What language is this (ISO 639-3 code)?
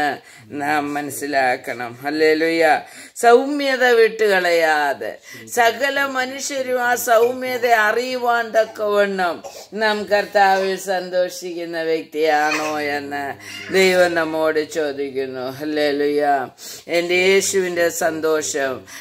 mal